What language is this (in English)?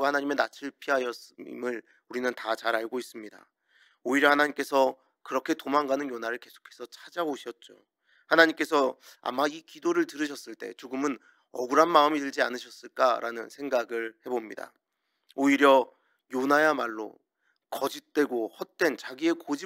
Korean